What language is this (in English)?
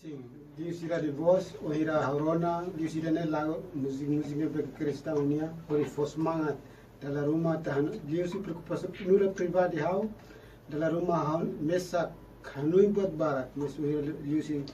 Tetum